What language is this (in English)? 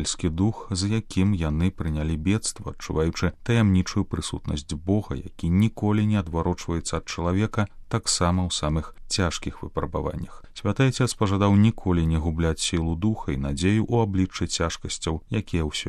Belarusian